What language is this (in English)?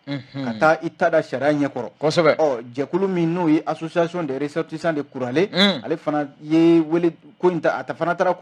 Bambara